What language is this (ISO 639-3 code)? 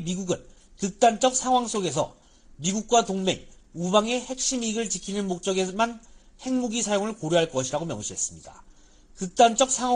kor